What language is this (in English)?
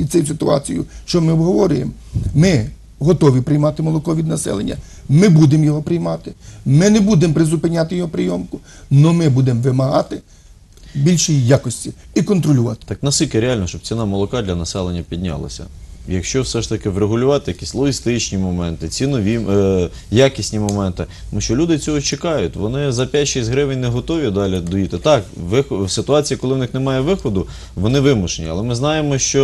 Ukrainian